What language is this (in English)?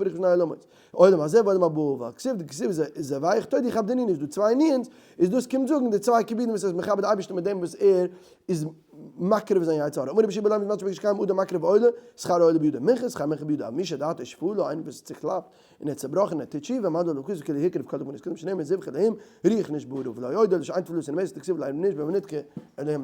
Yiddish